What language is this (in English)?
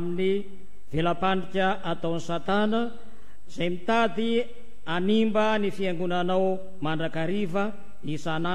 Malagasy